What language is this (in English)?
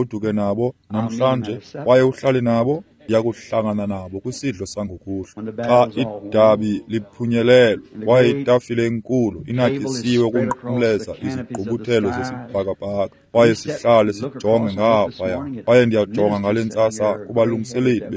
Xhosa